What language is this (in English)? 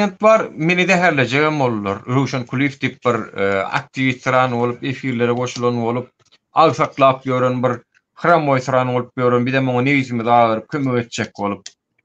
Turkmen